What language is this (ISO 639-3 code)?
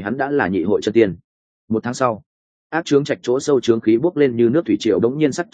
vie